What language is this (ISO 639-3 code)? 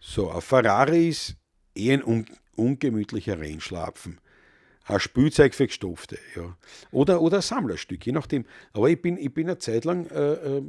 bar